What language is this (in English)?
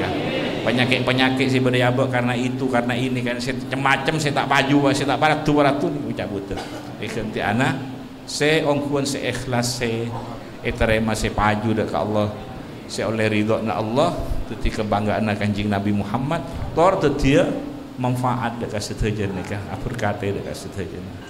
Madurese